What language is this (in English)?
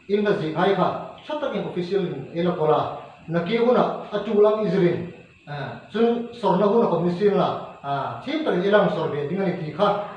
Hmar